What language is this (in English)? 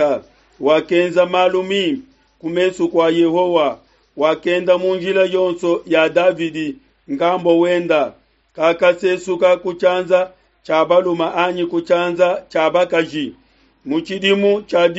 Luba-Lulua